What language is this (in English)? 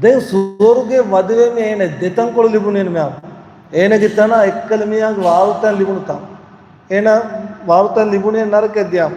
Divehi